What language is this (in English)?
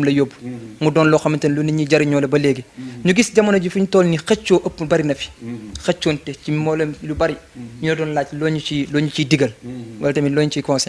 Wolof